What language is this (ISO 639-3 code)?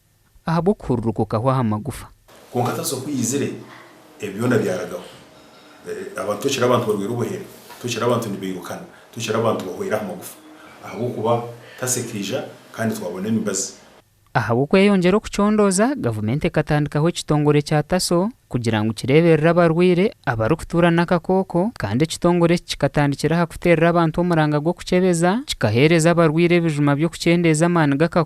nyn